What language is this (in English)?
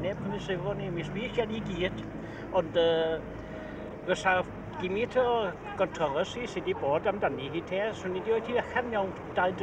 Welsh